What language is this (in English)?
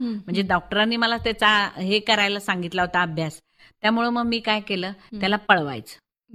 Marathi